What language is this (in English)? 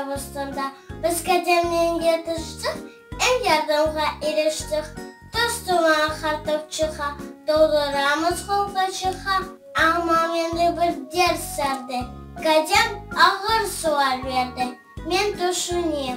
Crimean Tatar